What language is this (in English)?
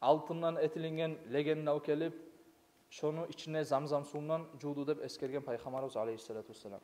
Kumyk